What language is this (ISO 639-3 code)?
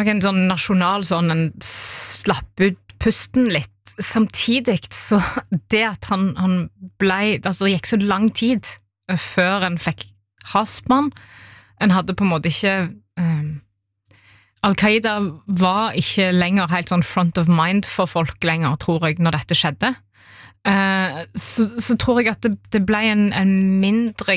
nor